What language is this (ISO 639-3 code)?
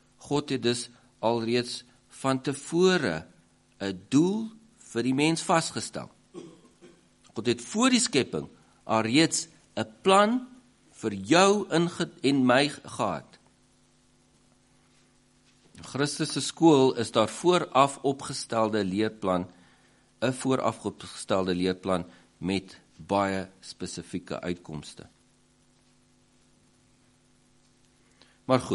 afr